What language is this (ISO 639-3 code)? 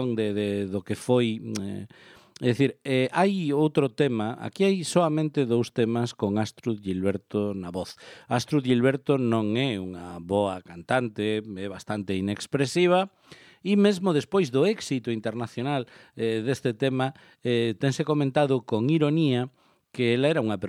glg